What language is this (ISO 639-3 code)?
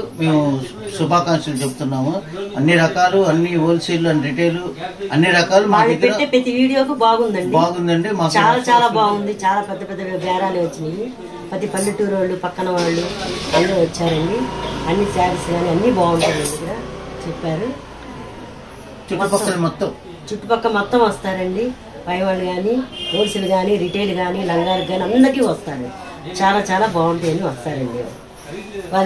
tel